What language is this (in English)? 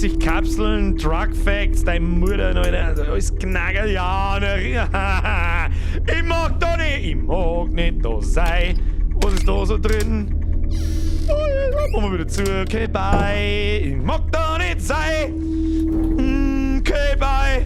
Bavarian